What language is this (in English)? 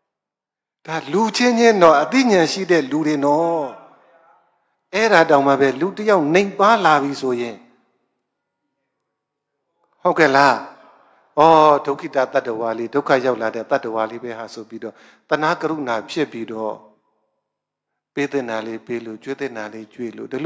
Burmese